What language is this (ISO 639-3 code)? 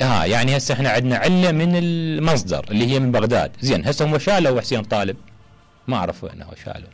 acm